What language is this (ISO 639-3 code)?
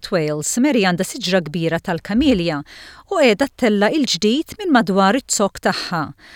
mlt